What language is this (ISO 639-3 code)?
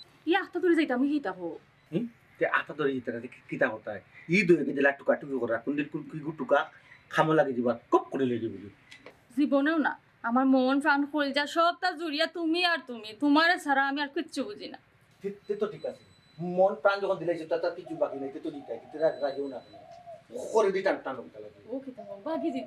syl